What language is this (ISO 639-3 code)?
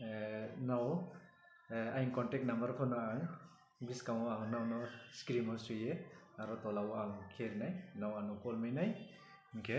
ria